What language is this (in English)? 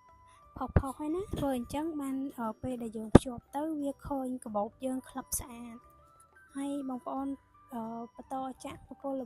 Khmer